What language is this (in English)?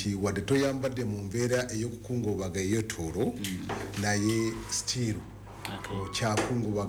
Ganda